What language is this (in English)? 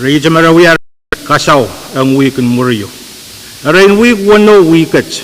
Pohnpeian